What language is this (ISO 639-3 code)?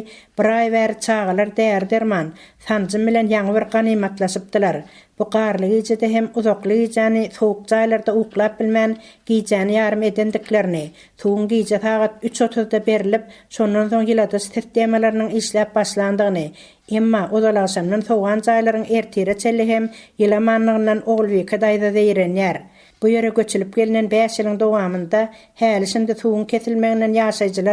tuk